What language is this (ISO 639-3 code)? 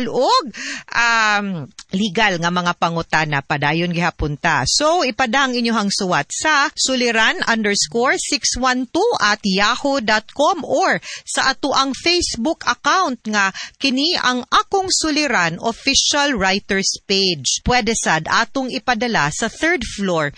ceb